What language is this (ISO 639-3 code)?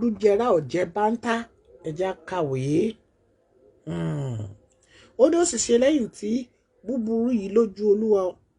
yor